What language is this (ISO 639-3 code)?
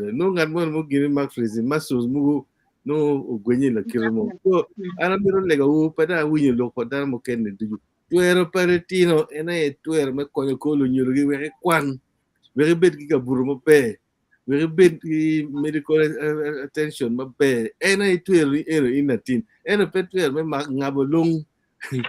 ach